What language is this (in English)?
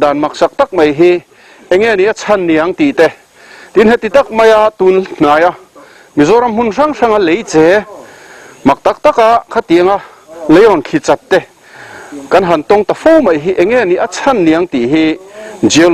Mizo